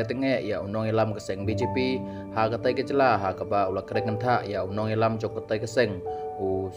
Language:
Khasi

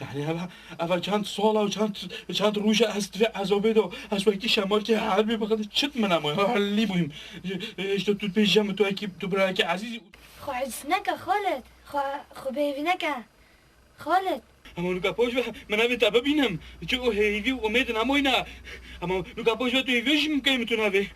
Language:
Kurdish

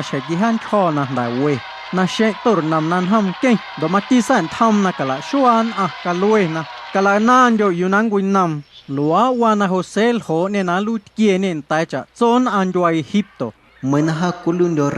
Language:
Guerrero Amuzgo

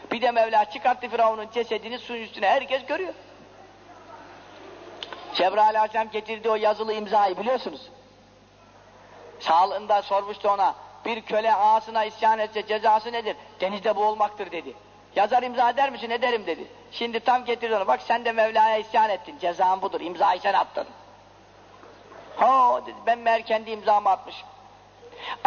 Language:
Turkish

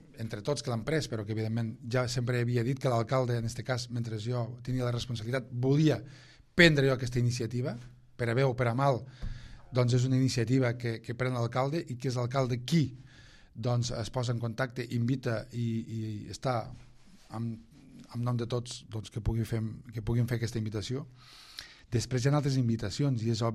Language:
Catalan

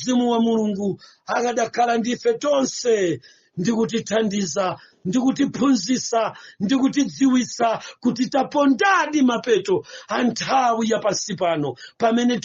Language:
Nyanja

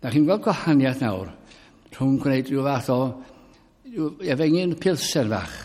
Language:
Welsh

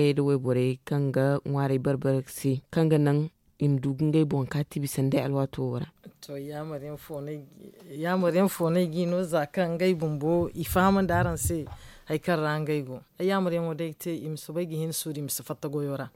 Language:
Zarma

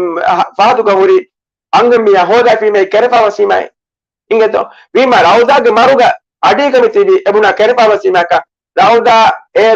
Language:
Divehi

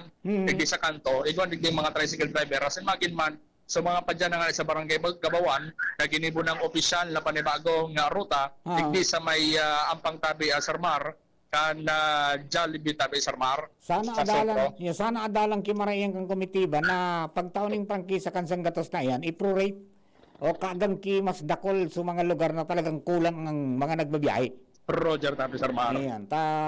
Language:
Bikol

